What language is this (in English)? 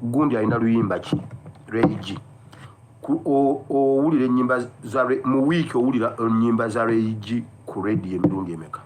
Ganda